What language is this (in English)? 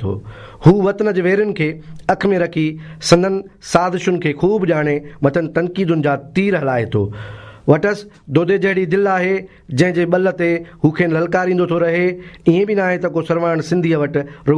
Sindhi